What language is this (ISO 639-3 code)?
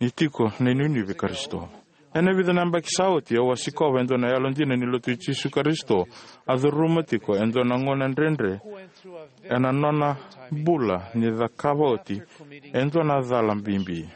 fij